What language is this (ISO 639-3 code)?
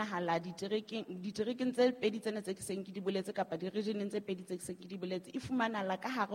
sot